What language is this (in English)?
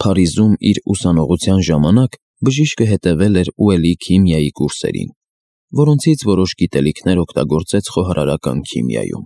Armenian